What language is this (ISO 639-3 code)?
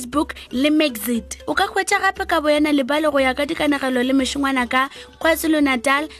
nso